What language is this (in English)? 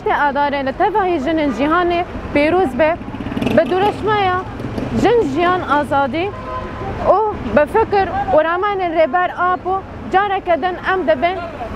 Kurdish